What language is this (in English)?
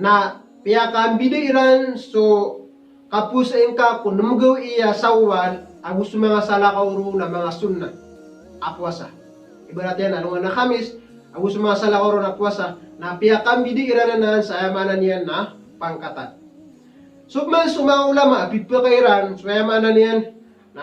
Maranao